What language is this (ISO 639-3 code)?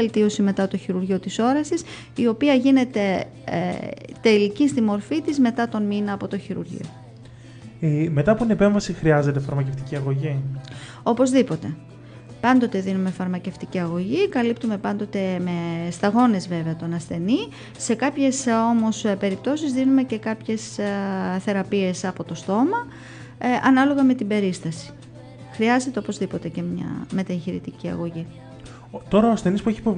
ell